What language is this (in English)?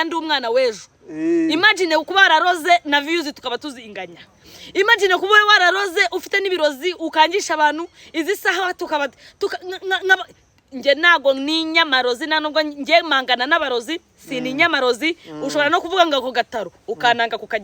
Kinyarwanda